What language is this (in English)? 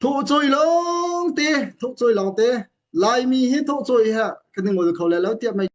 Hakha Chin